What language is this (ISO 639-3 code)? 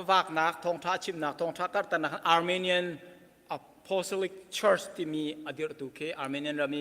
cnh